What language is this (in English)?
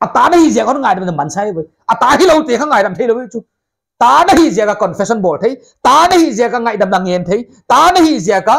Paite Chin